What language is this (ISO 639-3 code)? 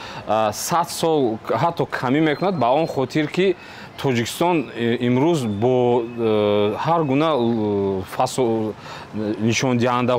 tgk